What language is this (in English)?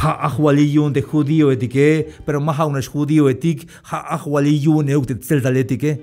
Tzeltal